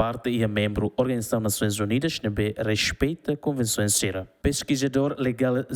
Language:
Tetum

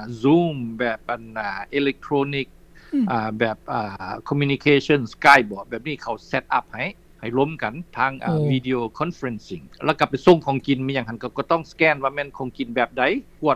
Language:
Lao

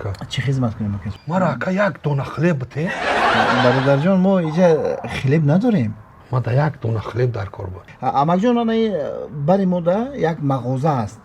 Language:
Tajik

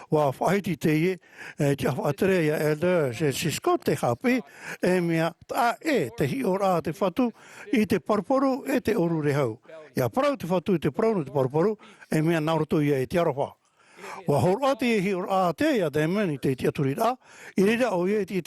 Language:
Tahitian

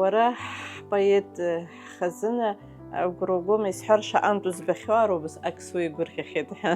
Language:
Abkhazian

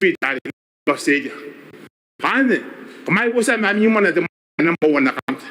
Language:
Gilbertese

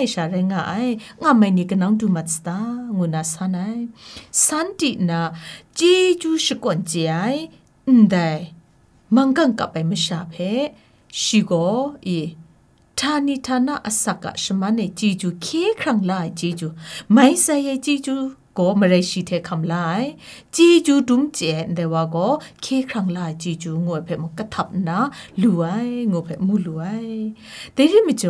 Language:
Kachin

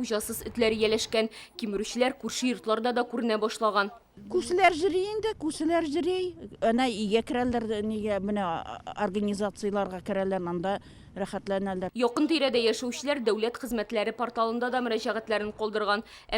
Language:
Tatar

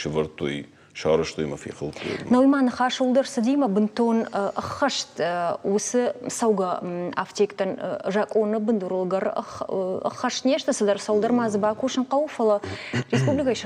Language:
Ossetic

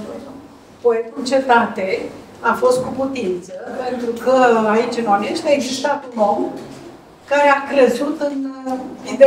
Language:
Romanian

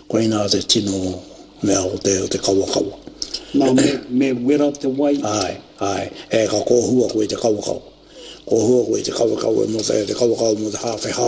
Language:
Māori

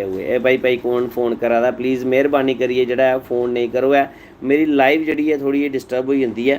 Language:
Dogri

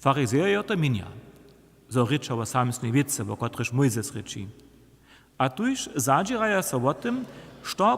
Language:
Upper Sorbian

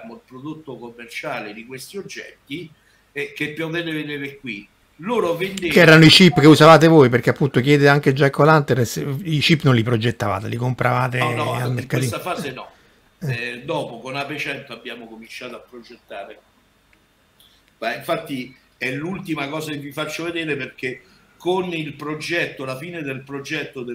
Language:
Italian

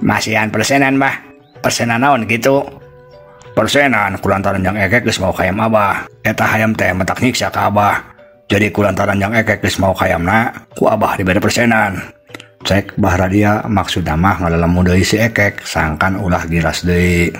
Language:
Sundanese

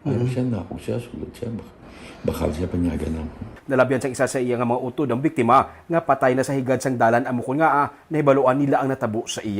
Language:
Hiligaynon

